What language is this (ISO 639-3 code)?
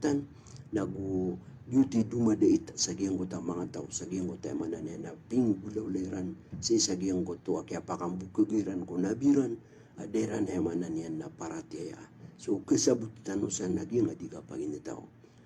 mrw